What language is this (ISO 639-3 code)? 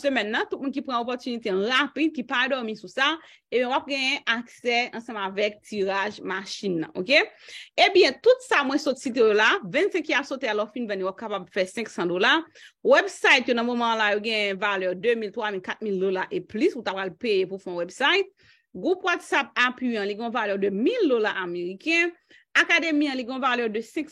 hat